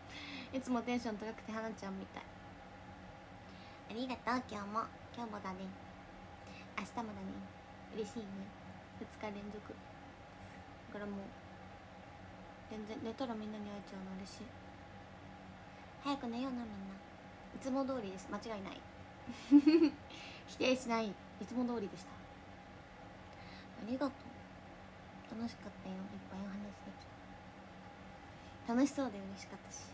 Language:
Japanese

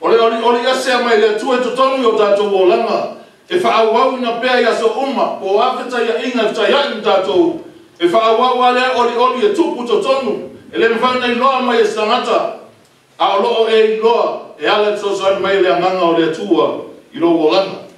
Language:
Samoan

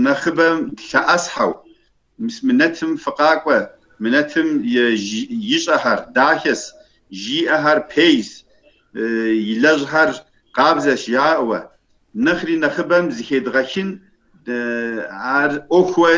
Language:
Kabardian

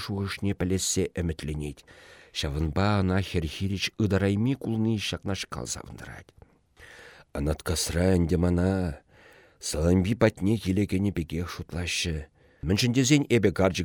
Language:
Chuvash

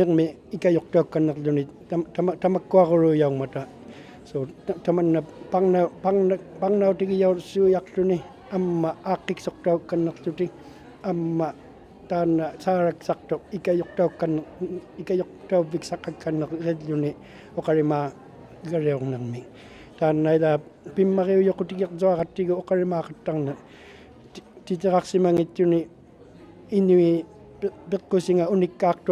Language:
Inuktitut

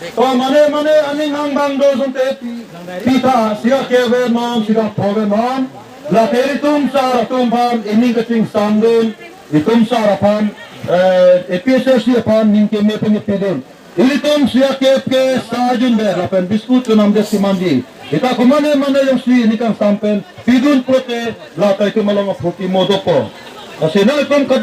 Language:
Karbi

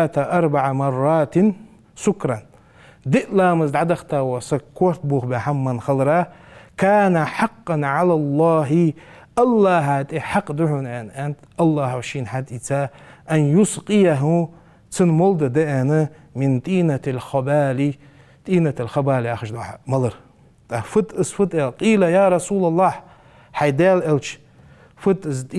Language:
Ingush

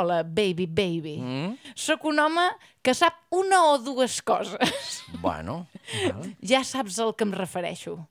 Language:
Catalan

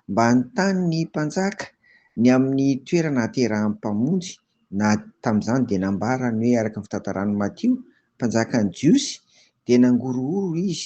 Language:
Malagasy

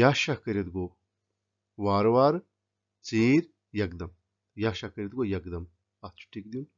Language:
Kashmiri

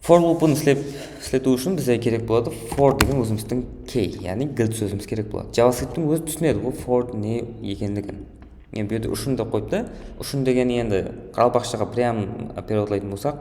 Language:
Kara-Kalpak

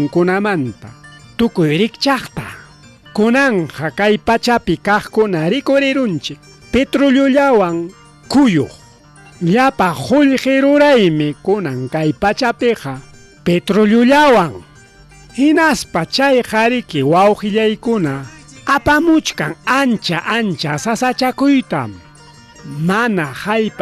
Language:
Ayacucho Quechua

